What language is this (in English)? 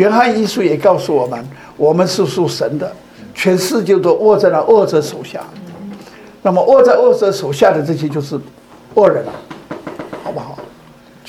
Chinese